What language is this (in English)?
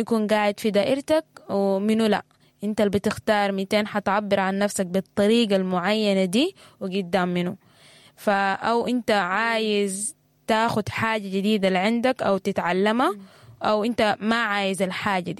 Sudanese Arabic